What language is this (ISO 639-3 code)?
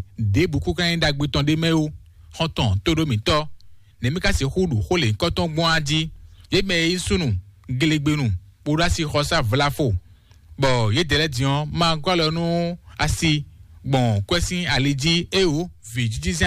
fon